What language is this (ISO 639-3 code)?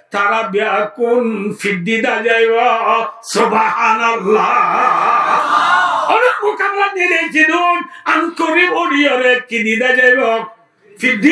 rhg